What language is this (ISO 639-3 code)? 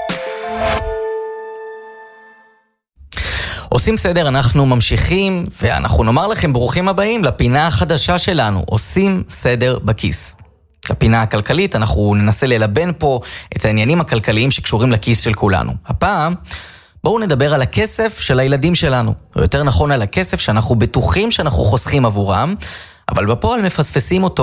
heb